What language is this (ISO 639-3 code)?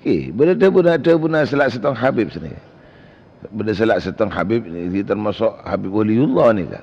mad